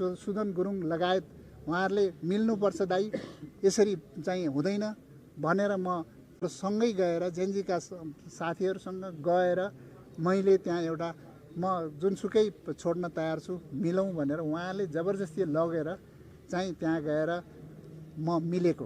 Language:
Nepali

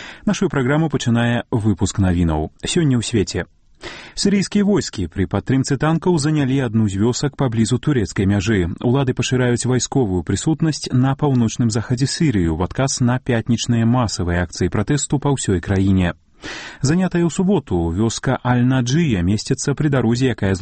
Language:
Belarusian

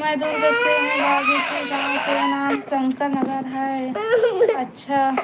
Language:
Chhattisgarhi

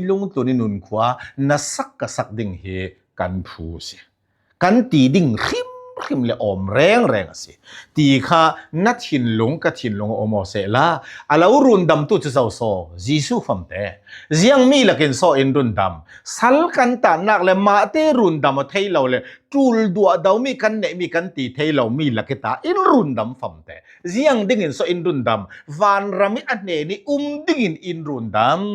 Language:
Falam Chin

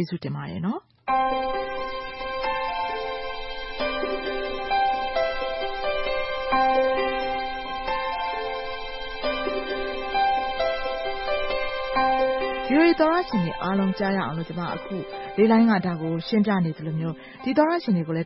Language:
Burmese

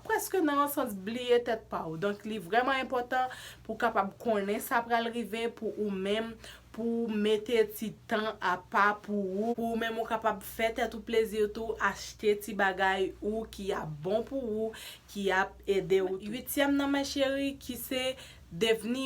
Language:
Haitian Creole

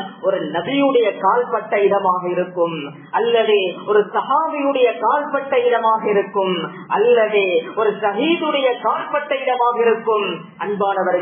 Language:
Tamil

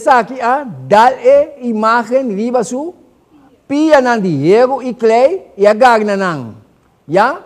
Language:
Papiamento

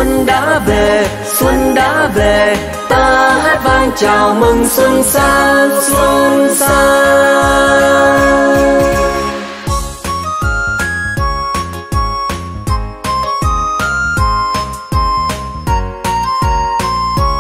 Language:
Vietnamese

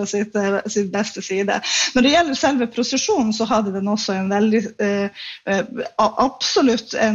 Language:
Norwegian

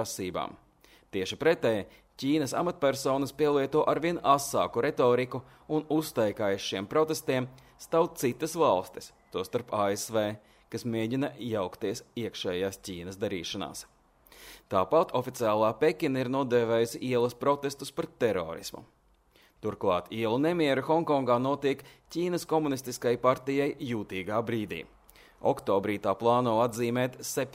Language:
Latvian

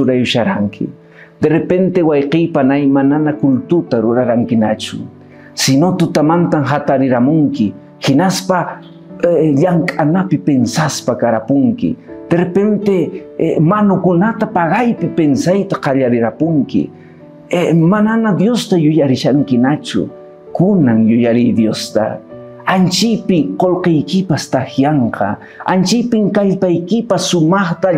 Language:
Quechua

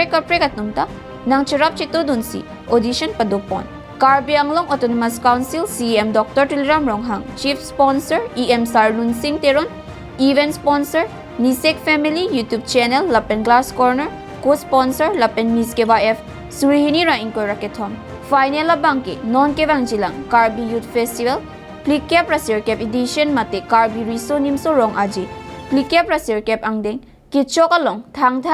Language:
Karbi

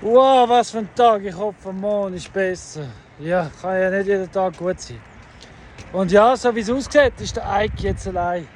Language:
Swiss German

